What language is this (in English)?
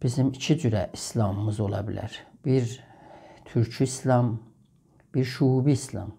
South Azerbaijani